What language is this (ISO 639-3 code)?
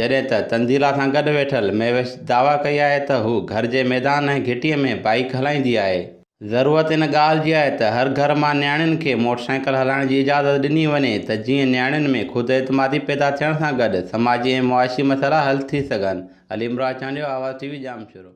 snd